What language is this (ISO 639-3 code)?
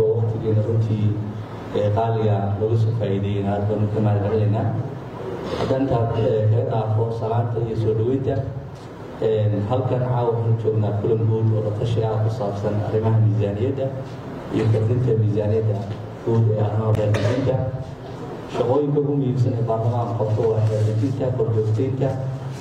som